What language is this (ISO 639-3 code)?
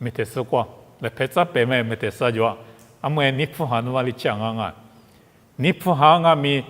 lis